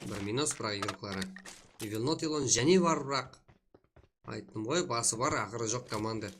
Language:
Kara-Kalpak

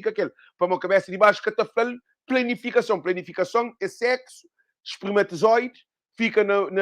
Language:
Kabuverdianu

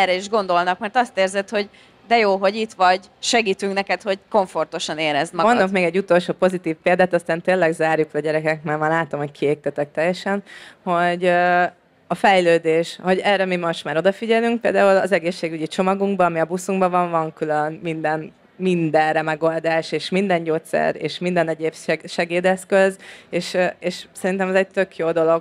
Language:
Hungarian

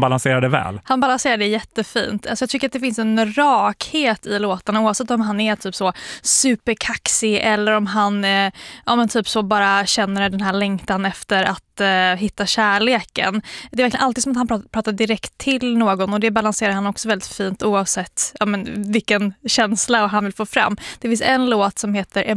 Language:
Swedish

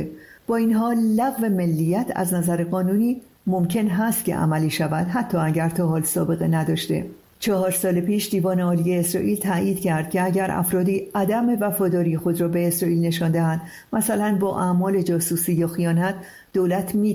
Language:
Persian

